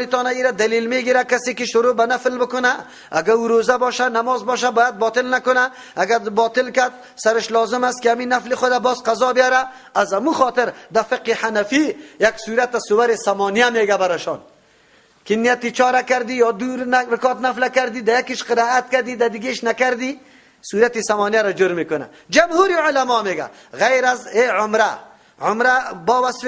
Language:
Persian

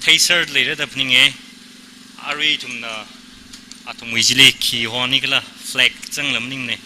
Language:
Tangkhul Naga (India)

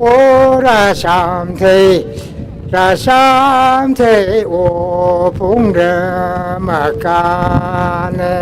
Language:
Tangkhul Naga (India)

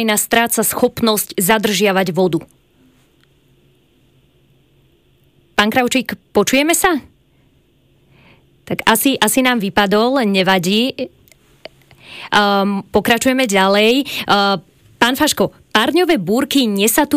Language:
Slovak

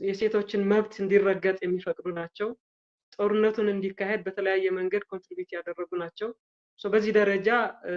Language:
Amharic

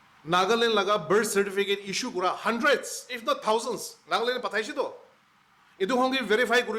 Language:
Naga Pidgin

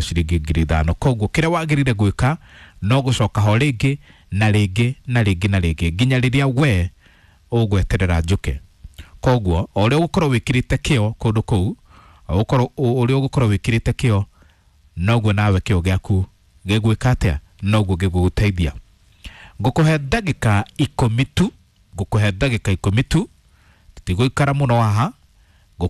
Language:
Kikuyu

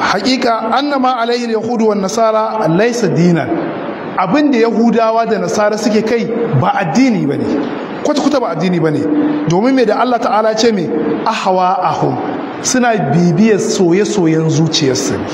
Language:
Hausa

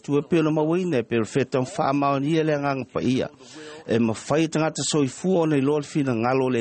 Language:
Samoan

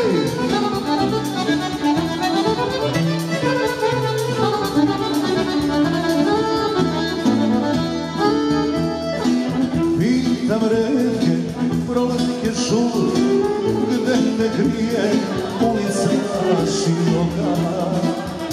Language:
Serbian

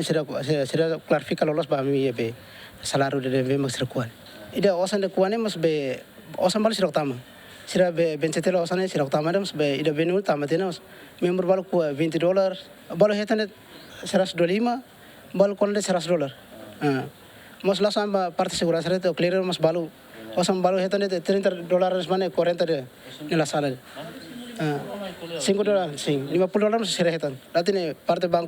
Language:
Tetum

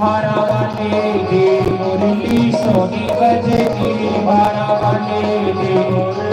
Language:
Dogri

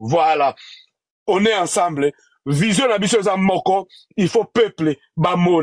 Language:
Lingala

